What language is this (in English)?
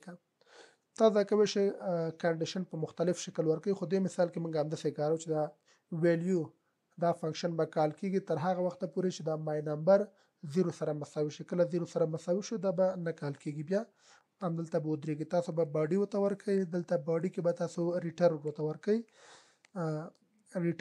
Pashto